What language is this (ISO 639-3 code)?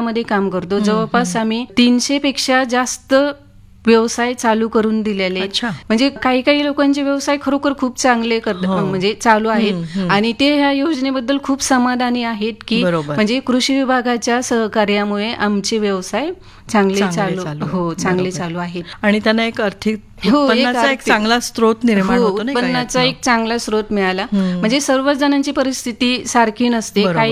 mar